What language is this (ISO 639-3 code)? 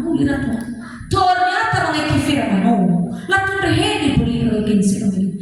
nia